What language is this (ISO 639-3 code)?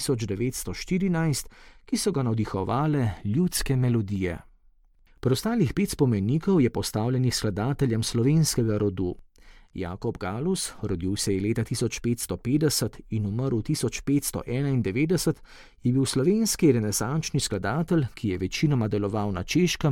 slv